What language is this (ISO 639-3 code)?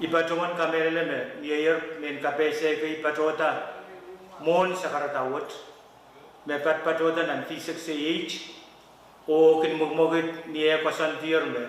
pon